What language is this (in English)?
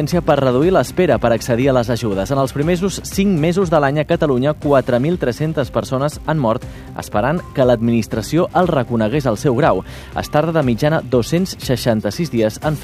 Catalan